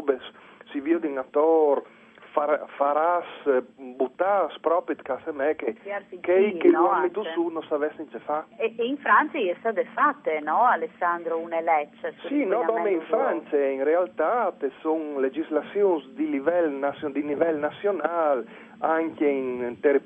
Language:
Friulian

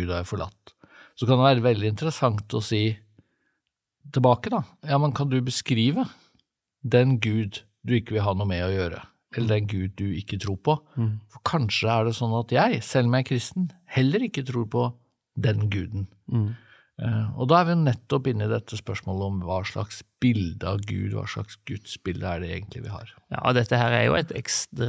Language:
Norwegian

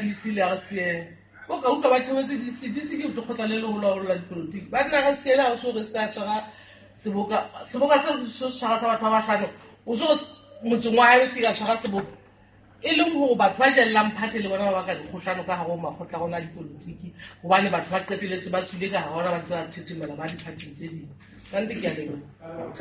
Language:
Southern Sotho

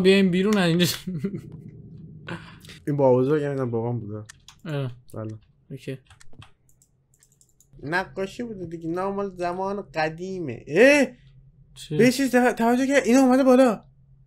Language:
Persian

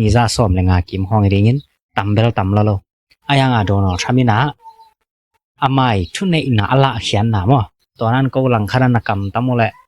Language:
Tedim Chin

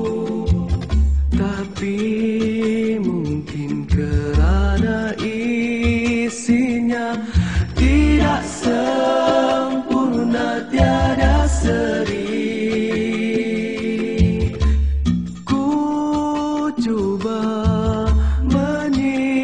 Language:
Malay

